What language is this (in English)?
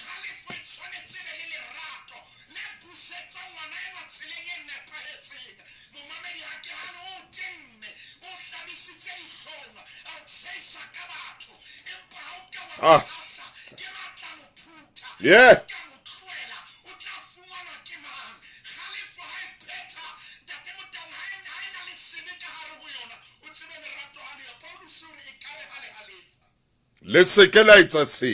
Southern Sotho